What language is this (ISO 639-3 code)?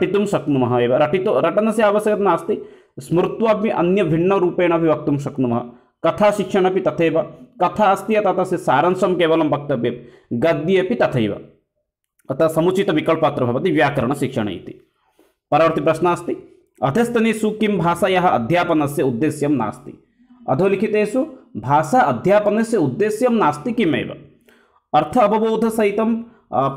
san